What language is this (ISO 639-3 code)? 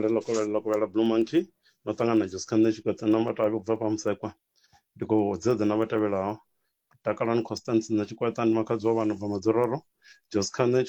ven